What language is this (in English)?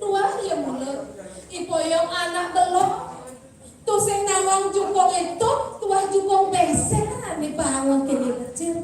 Balinese